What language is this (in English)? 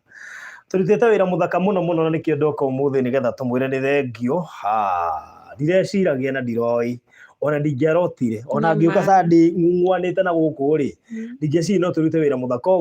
Kikuyu